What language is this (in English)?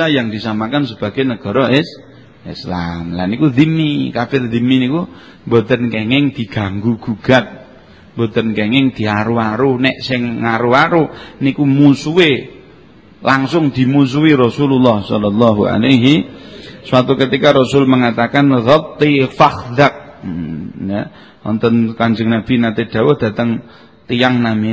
Javanese